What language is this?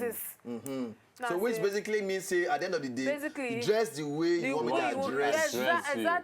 Nigerian Pidgin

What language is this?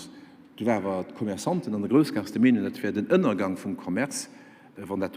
Luxembourgish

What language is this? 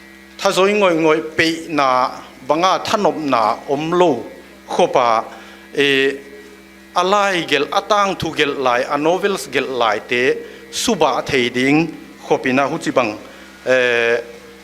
Paite Chin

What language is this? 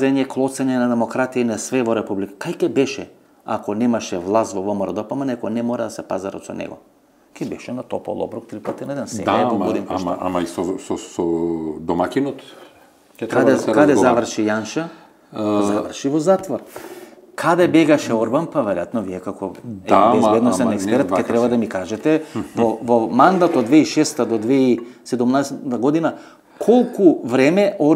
Macedonian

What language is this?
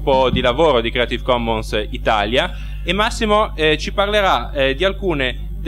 Italian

